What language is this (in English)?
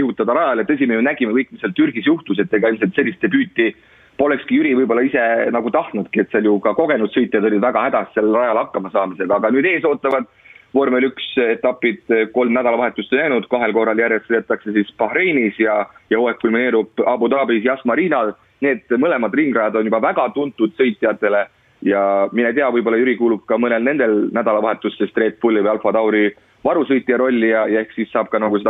Estonian